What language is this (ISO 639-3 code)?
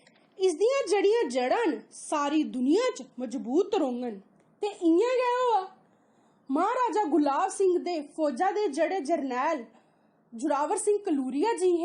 doi